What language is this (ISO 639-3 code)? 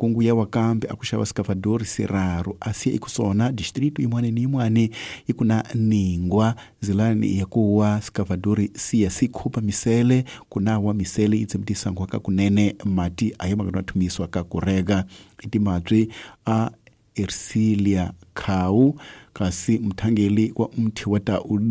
tso